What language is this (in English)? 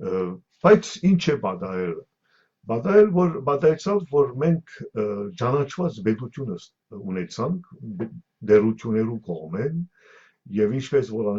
Western Armenian